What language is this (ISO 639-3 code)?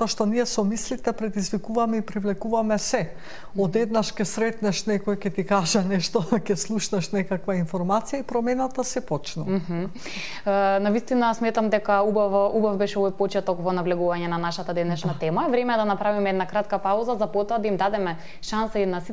mkd